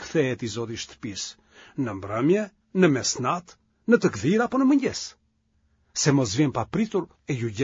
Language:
Albanian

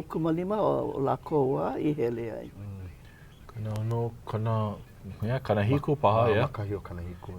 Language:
Hawaiian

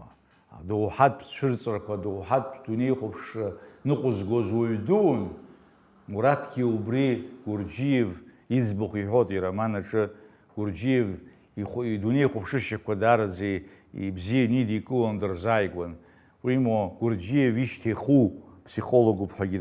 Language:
Abkhazian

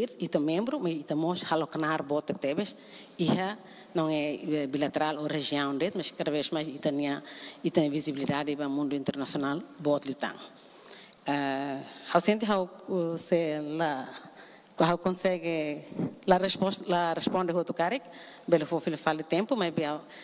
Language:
Tetum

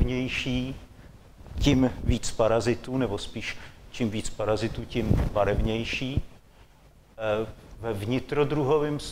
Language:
Czech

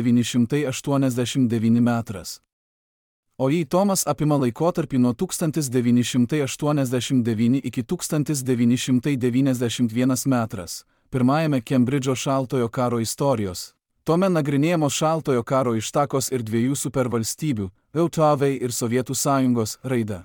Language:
Lithuanian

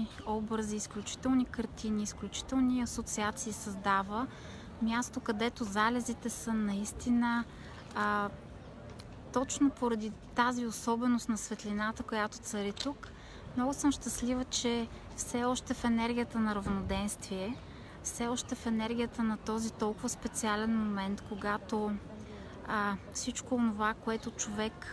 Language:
Bulgarian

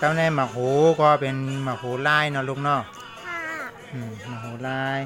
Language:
Shan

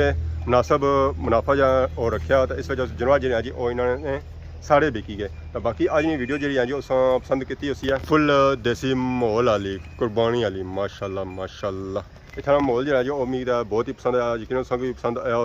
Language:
Pahari-Potwari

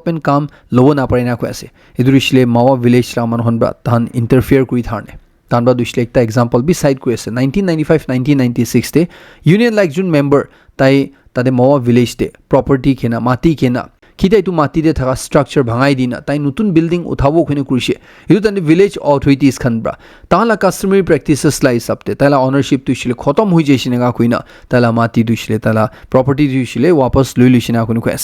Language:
Naga Pidgin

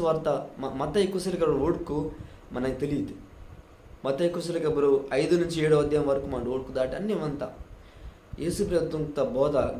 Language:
Koya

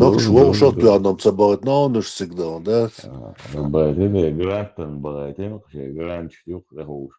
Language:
Chechen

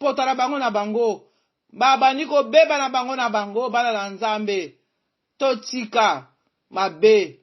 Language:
Lingala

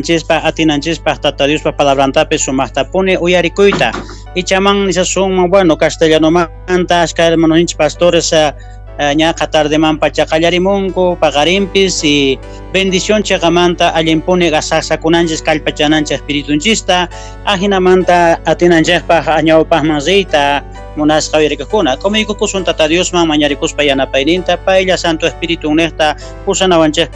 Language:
South Bolivian Quechua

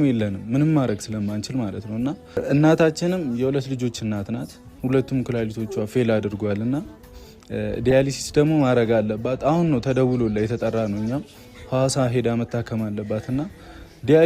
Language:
Amharic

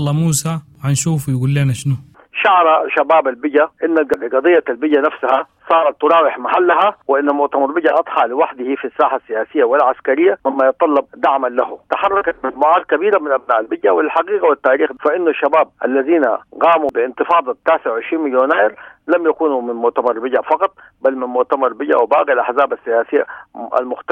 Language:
Sudanese Arabic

